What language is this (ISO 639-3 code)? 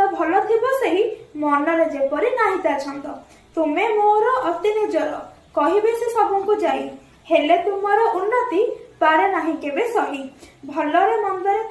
ori